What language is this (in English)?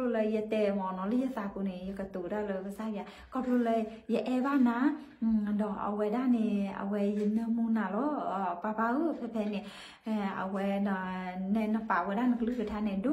S'gaw Karen